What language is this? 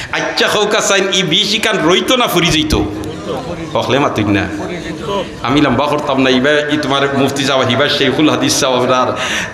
Sylheti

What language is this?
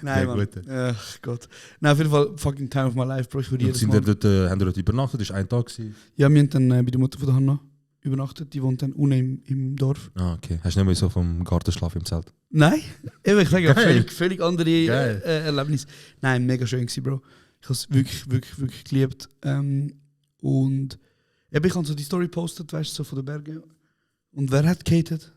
Swiss German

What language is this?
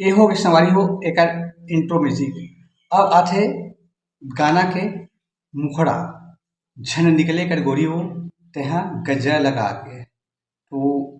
Chhattisgarhi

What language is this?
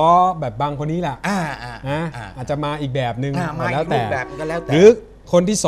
Thai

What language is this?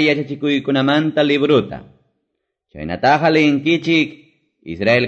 Quechua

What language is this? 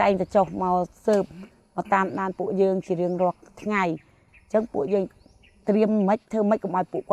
Khmer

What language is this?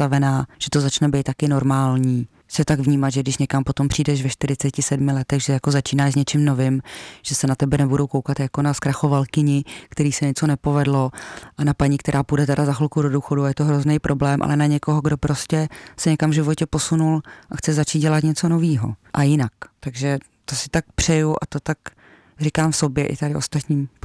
Czech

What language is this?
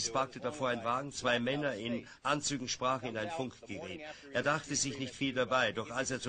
German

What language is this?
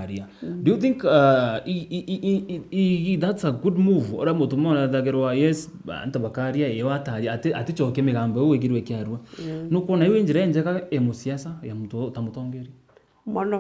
Meru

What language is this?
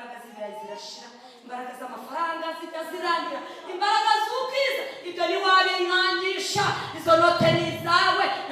Kinyarwanda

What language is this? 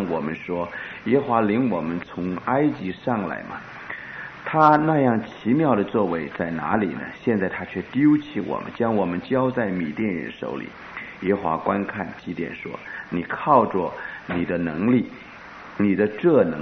Chinese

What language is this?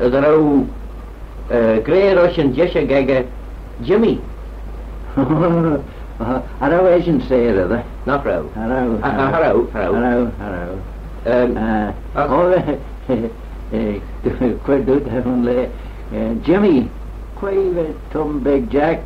Manx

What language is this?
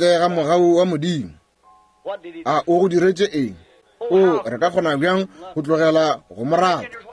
Northern Sotho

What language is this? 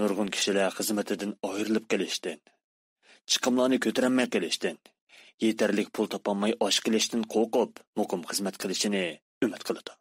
Uyghur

